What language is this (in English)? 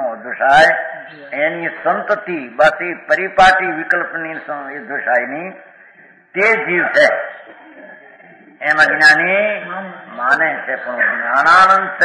Gujarati